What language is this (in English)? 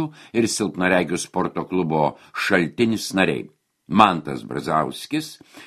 Lithuanian